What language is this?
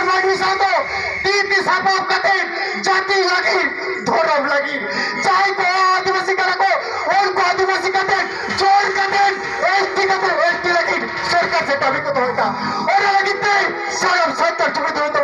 Santali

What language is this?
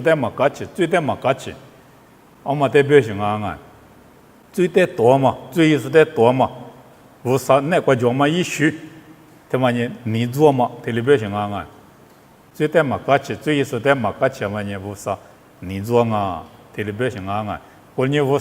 Lisu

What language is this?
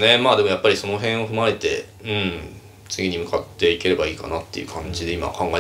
Japanese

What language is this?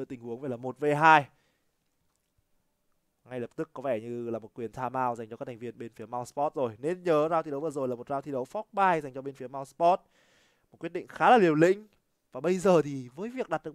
Vietnamese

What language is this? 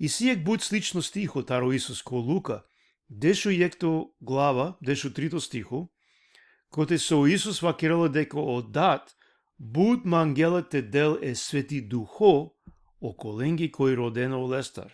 Balkan Romani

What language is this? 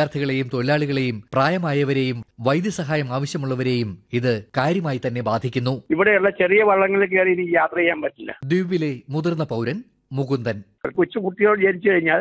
Malayalam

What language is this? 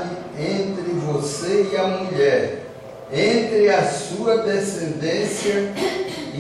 Portuguese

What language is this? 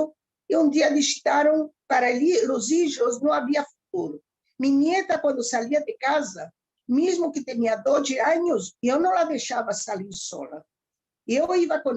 Ladino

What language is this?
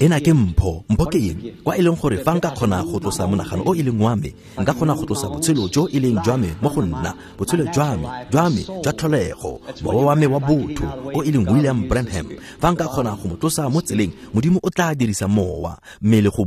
Tswana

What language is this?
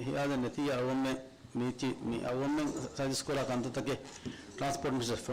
Divehi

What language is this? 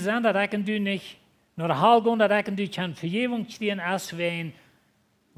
Plautdietsch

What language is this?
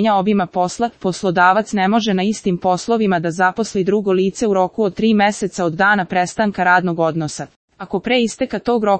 Serbian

